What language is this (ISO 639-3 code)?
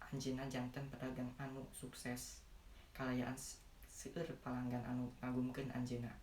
sun